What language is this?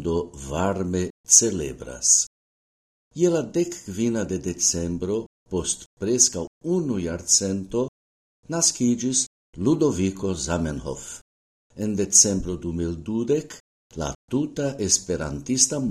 Esperanto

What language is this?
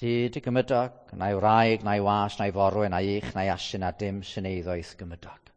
Welsh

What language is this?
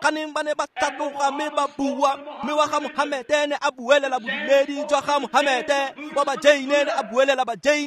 Tswana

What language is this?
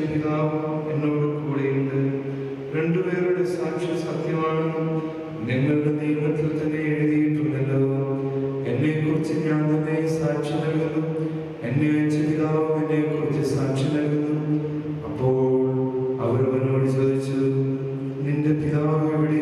Malayalam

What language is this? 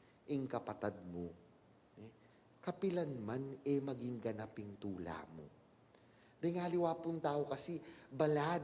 Pampanga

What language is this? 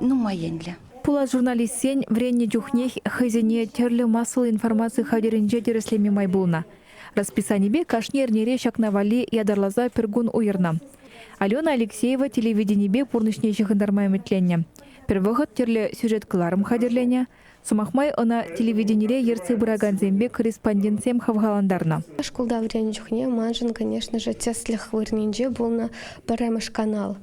Chuvash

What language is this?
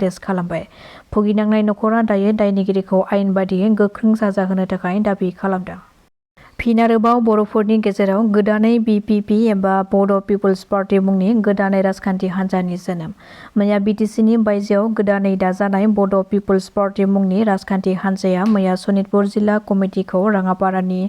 Bodo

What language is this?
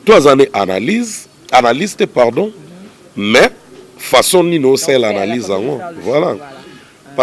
Lingala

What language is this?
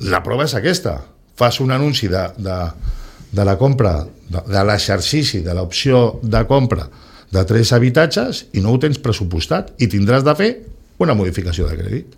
Catalan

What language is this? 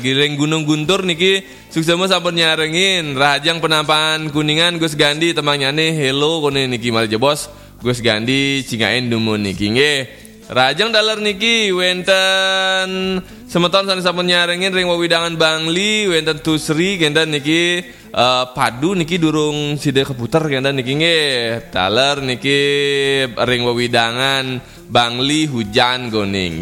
Balinese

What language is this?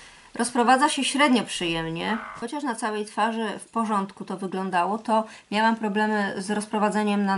Polish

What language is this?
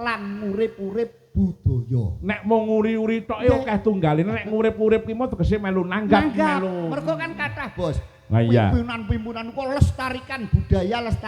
Javanese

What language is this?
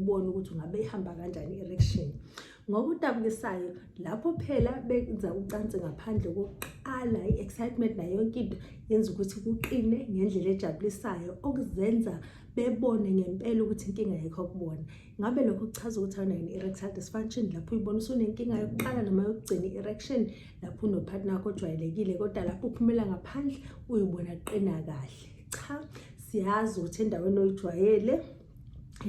Zulu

